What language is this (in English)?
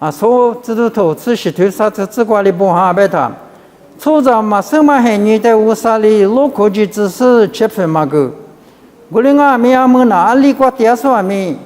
Lisu